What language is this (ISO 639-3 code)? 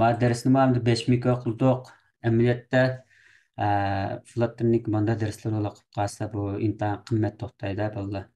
uig